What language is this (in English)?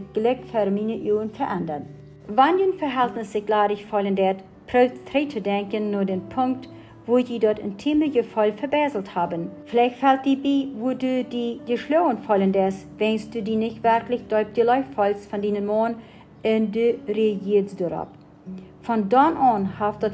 Plautdietsch